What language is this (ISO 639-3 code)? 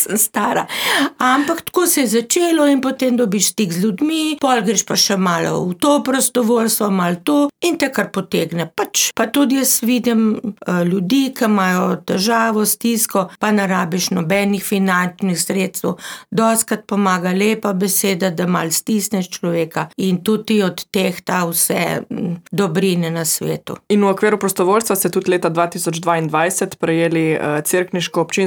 slv